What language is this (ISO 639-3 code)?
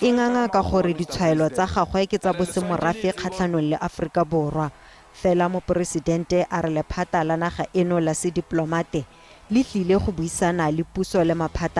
tsn